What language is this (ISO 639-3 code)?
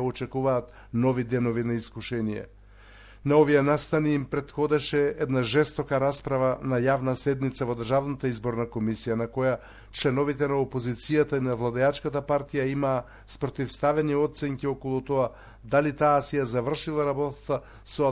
mkd